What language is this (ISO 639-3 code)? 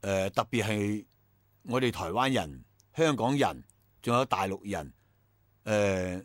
yue